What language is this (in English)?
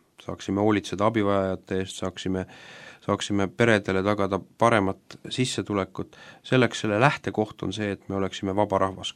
Estonian